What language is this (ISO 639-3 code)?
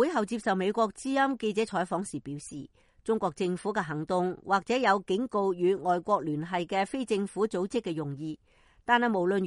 yue